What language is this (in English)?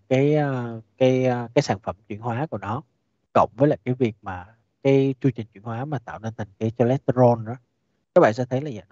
Vietnamese